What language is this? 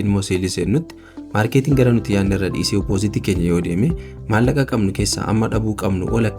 Oromo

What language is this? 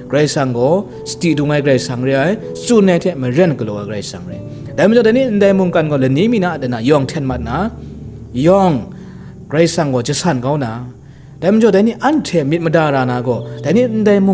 Kachin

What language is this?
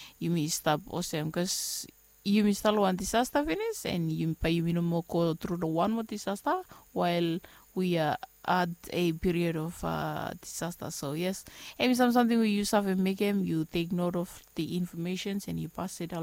Bislama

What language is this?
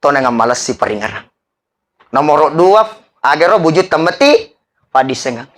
Buginese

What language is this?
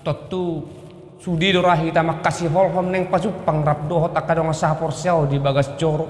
Batak Toba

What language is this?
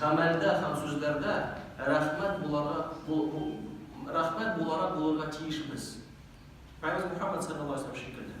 Tatar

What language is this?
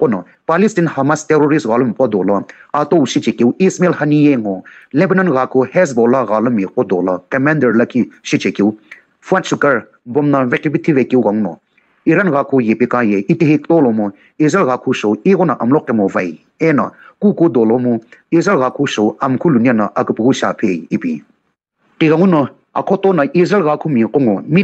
Sumi Naga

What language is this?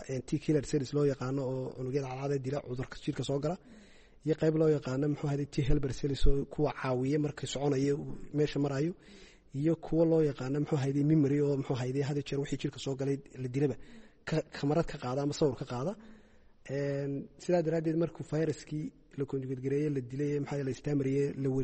Somali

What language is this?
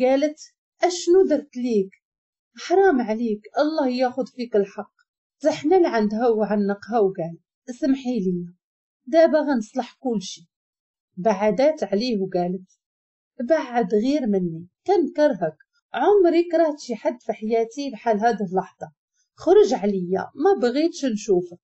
Moroccan Arabic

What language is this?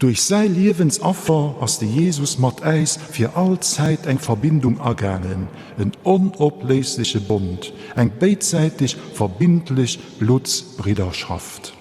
Luxembourgish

